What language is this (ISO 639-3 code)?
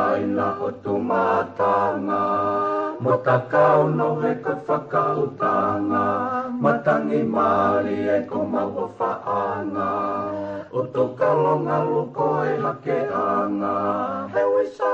ton